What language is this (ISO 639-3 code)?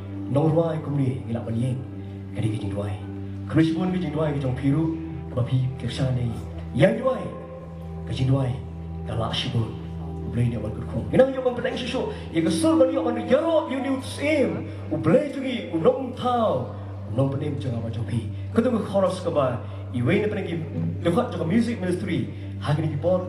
kha